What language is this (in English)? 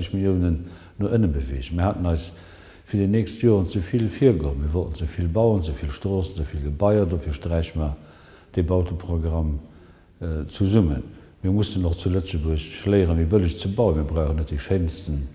Luxembourgish